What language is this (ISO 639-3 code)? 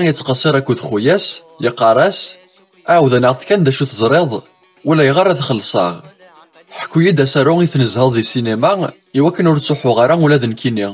kab